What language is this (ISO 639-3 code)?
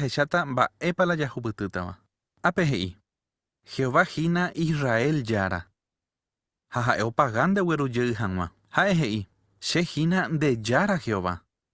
grn